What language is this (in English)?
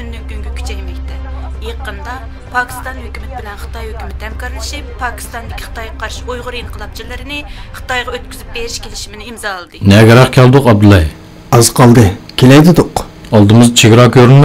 Uyghur